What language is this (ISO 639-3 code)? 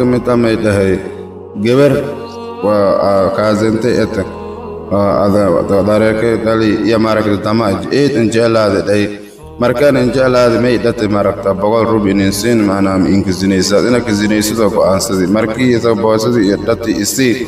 som